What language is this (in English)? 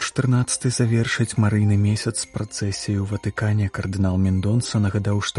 Belarusian